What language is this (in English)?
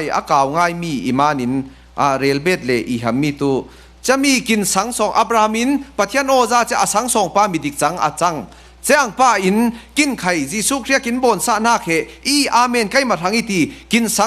Falam Chin